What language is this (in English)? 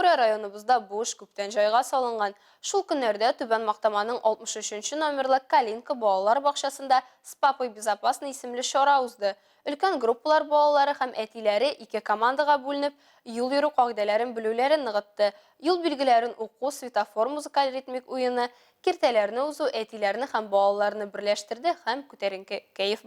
Tatar